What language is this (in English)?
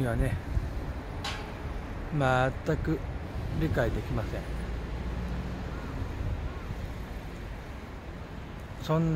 Japanese